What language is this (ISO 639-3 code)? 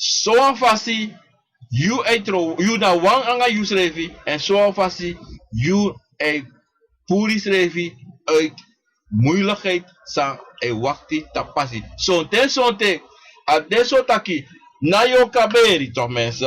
srn